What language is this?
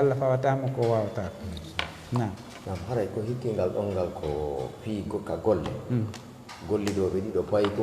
Fula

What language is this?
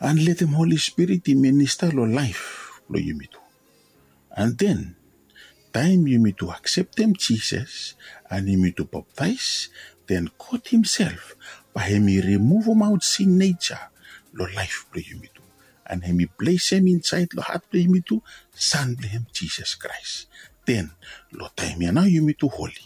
Bislama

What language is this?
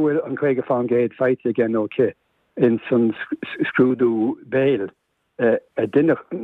Irish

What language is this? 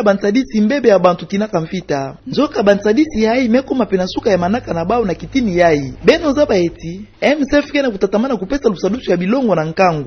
Kituba (Democratic Republic of Congo)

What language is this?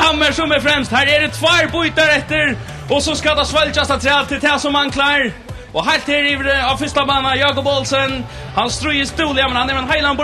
Faroese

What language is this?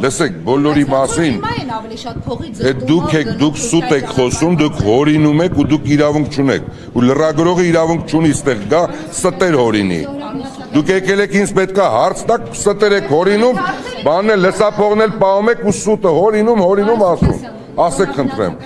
Armenian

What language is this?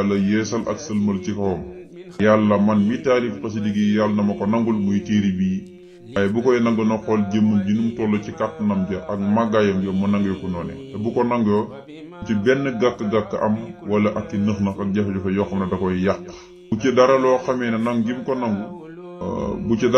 Wolof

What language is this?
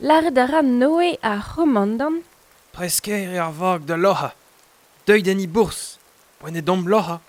Breton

